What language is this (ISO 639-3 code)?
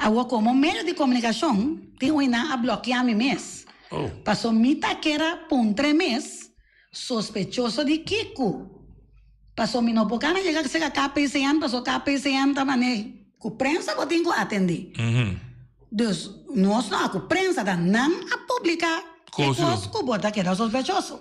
pap